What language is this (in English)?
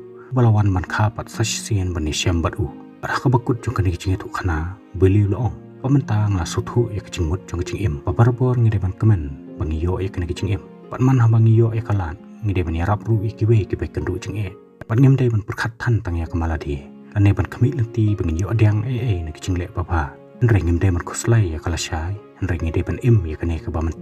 Khasi